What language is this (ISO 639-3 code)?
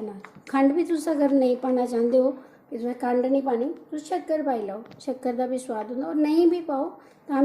doi